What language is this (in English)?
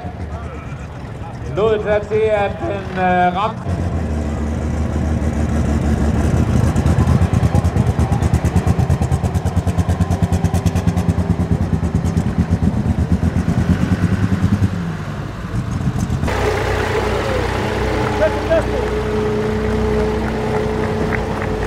Danish